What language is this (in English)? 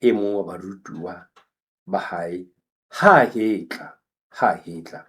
Southern Sotho